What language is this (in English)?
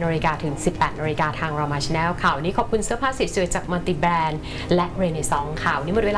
Thai